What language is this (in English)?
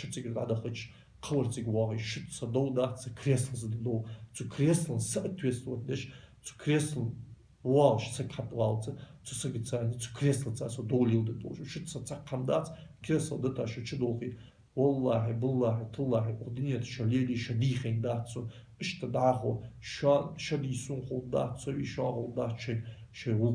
Ingush